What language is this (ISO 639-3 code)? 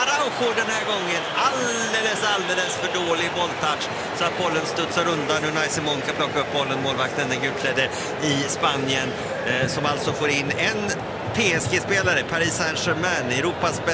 swe